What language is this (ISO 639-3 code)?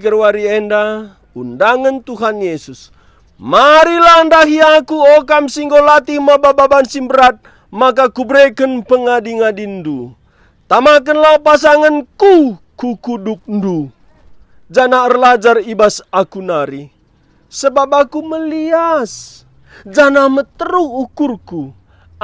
btx